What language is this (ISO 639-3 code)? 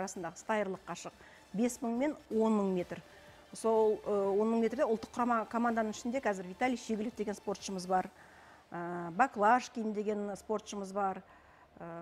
kaz